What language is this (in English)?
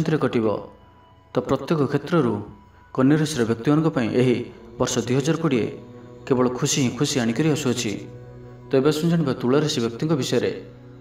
Odia